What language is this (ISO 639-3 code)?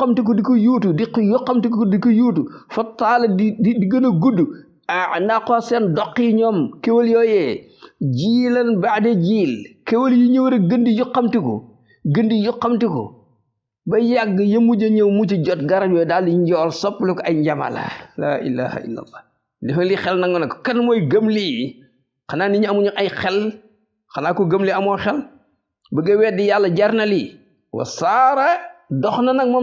wol